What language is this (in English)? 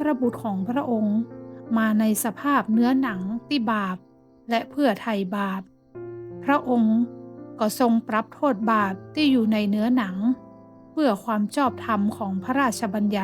Northern Thai